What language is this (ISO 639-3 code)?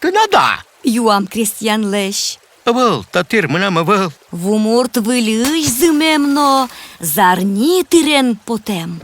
udm